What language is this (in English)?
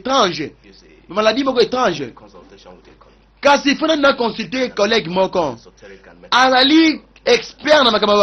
Lingala